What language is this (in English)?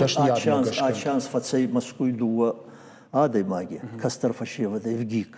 Ossetic